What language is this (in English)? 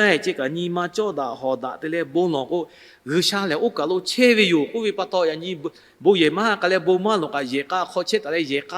Lahu